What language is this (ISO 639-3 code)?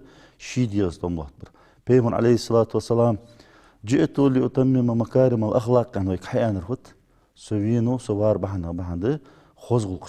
inh